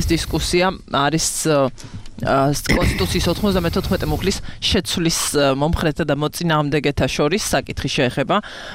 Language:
Georgian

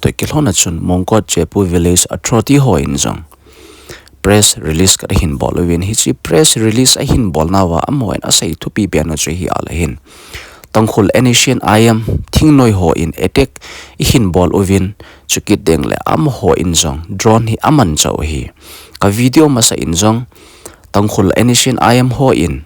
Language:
Thado Chin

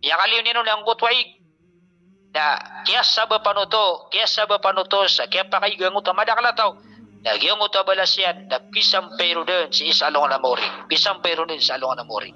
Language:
Maranao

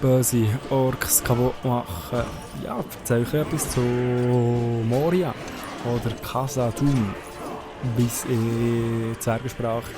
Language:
Swiss German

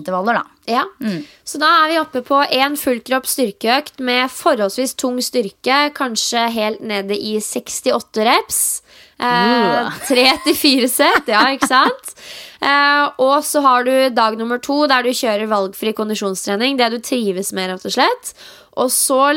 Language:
Norwegian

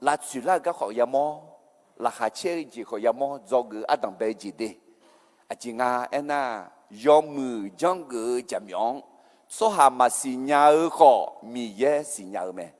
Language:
Akha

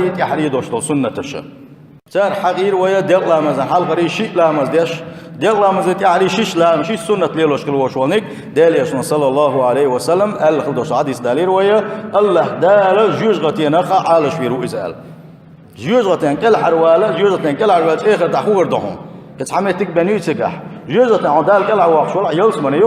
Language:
Chechen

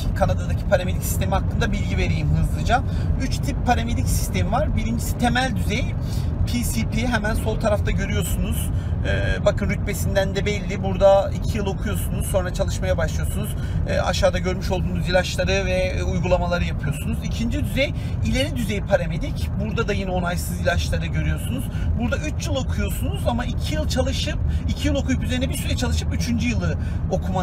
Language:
Turkish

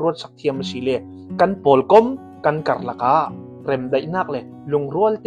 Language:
Hakha Chin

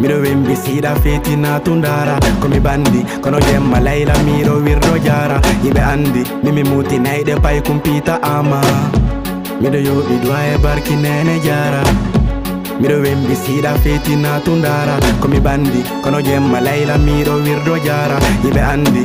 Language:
Fula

